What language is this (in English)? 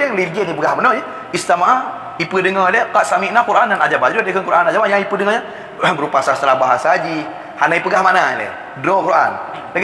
Achinese